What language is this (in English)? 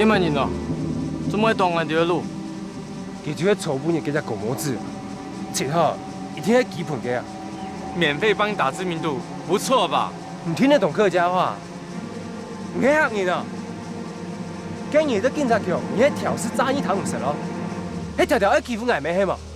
Hakka Chinese